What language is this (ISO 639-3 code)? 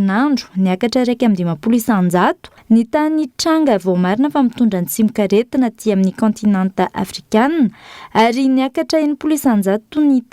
mlg